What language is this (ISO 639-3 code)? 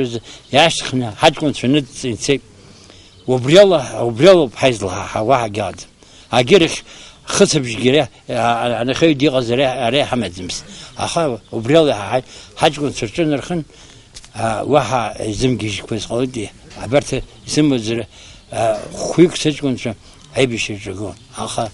abk